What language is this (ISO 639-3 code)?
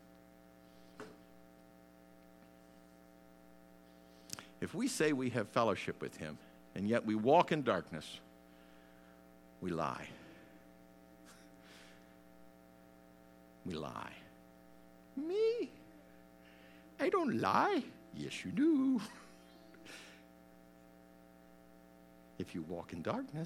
eng